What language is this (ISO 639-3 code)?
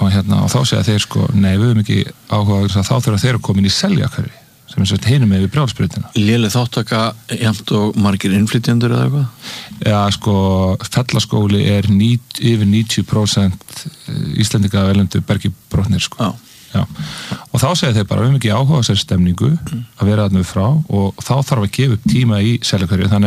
isl